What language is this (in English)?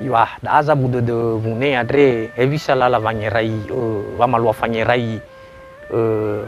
Nias